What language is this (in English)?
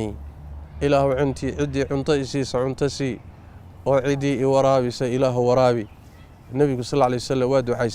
Somali